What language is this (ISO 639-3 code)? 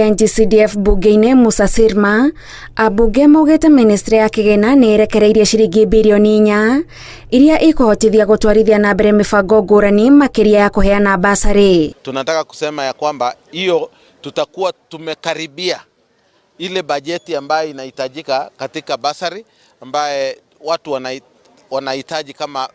kik